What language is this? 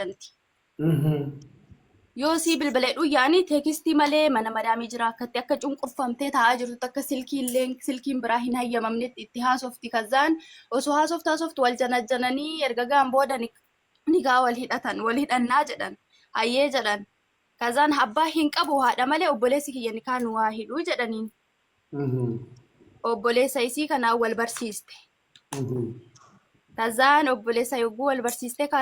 Oromo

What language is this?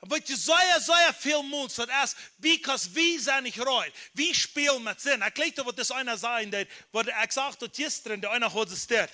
Plautdietsch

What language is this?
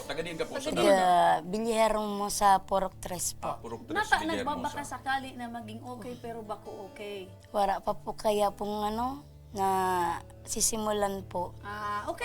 Bikol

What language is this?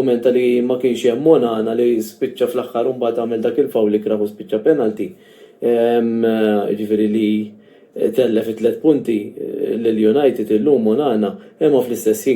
Maltese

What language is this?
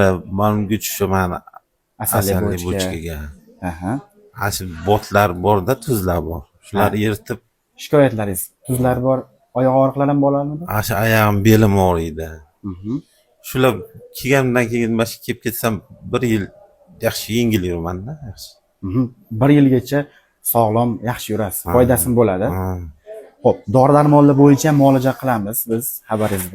Uzbek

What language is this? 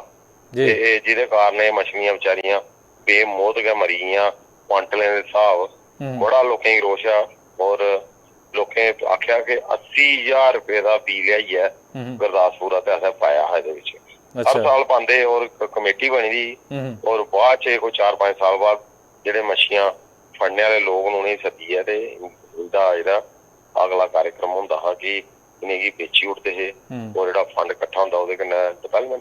Dogri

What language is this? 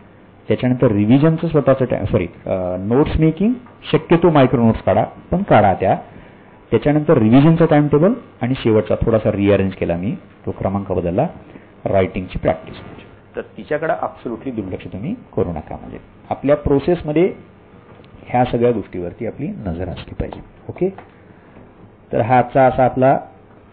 Marathi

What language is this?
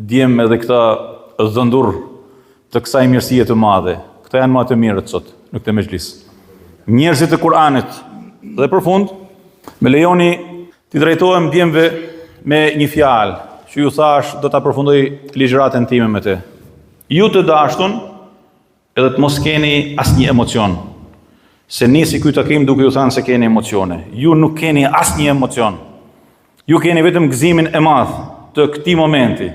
Albanian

